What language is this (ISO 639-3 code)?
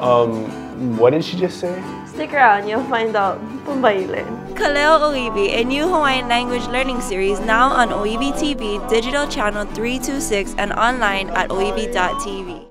haw